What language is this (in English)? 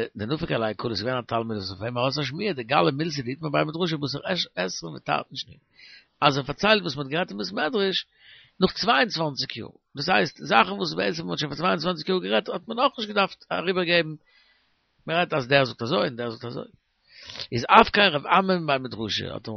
Yiddish